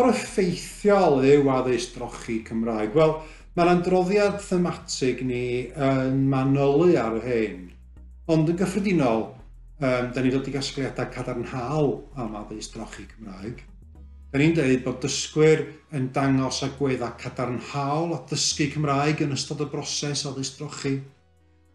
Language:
Welsh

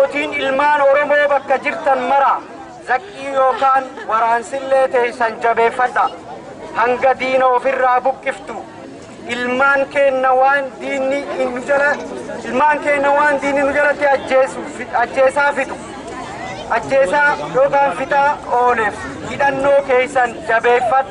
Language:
Oromo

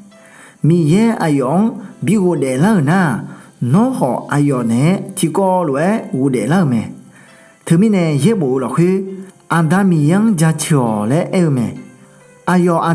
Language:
Akha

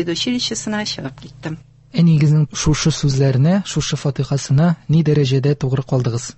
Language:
Tatar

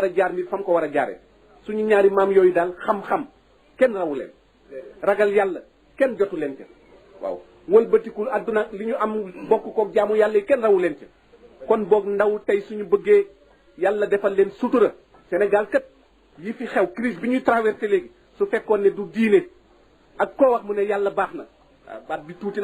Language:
Wolof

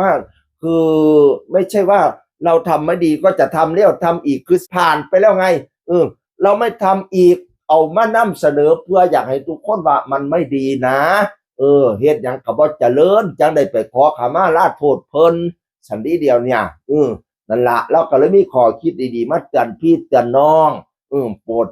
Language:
Northeastern Thai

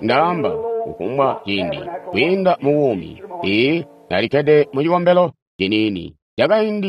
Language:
Tonga (Zambia)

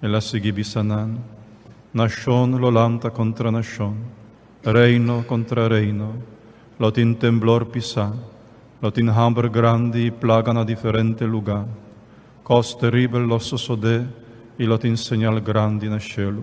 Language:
Papiamento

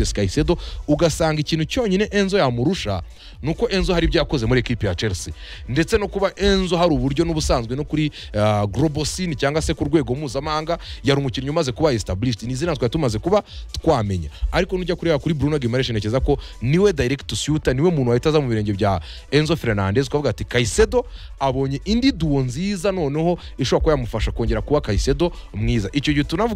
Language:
Kinyarwanda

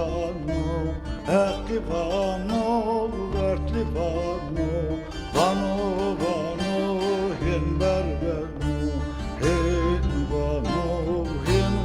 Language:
Zaza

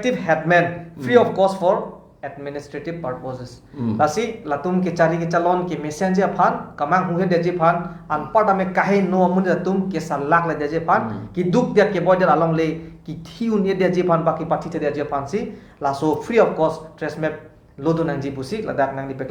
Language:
Karbi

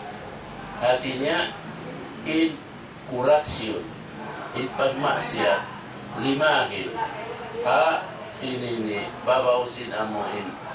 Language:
Tausug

